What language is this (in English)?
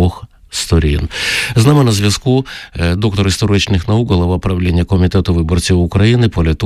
Ukrainian